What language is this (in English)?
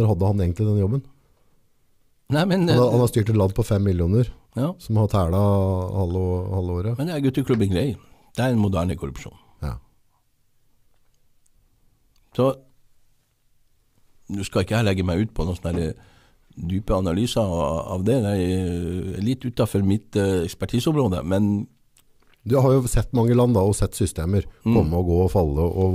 Norwegian